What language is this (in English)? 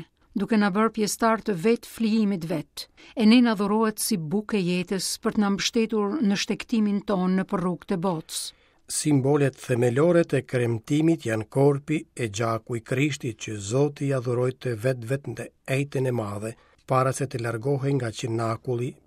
Albanian